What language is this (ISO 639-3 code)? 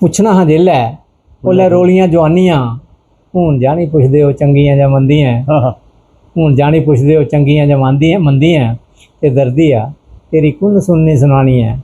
doi